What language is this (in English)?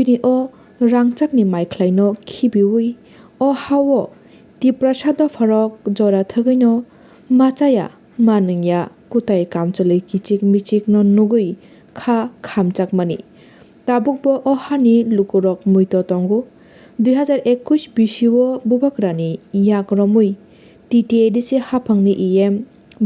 Kok Borok